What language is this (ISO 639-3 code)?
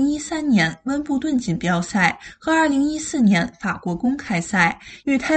zho